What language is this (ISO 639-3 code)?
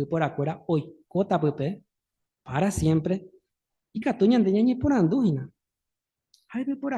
grn